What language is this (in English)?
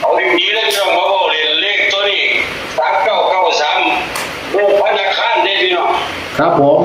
Northeastern Thai